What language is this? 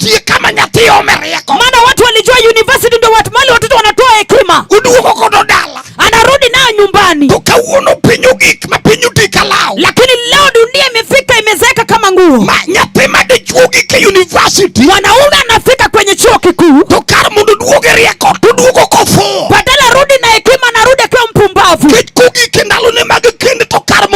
Luo (Kenya and Tanzania)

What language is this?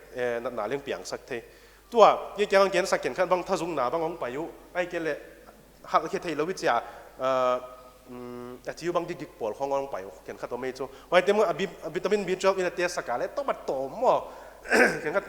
Paite Chin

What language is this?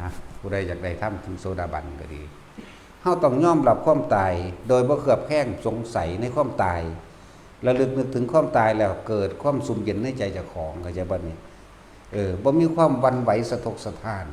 Northeastern Thai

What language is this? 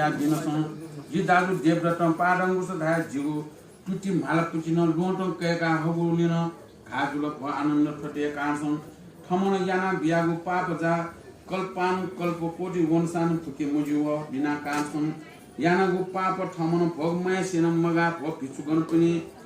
Newari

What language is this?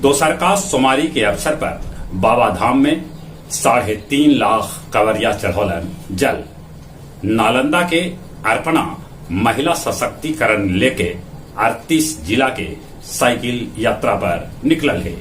Magahi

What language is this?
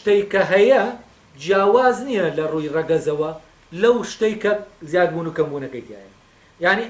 Central Kurdish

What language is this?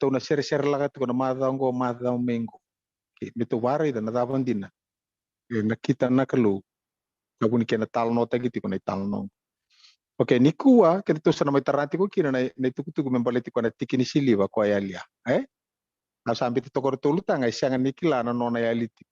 Fijian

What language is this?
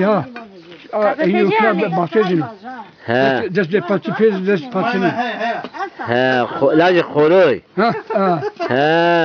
Zaza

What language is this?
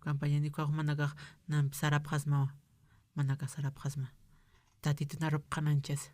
Aymara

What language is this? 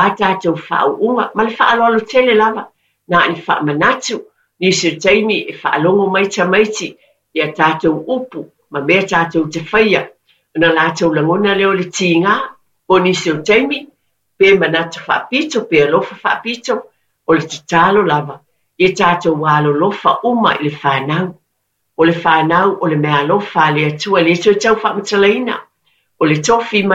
Samoan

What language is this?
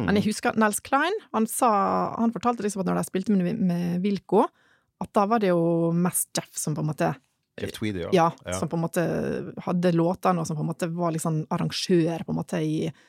Norwegian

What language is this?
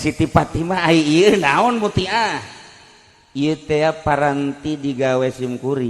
Sundanese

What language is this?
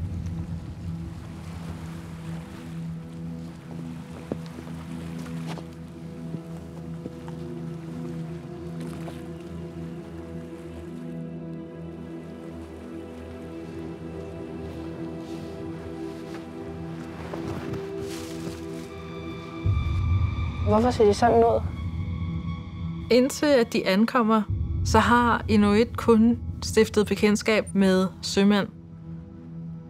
Danish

